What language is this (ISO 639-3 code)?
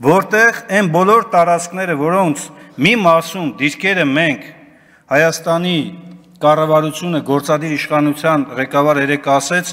hye